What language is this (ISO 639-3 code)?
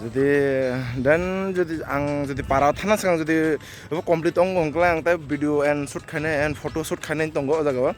trp